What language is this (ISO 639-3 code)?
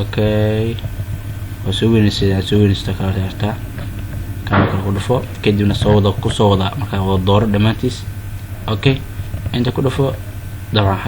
som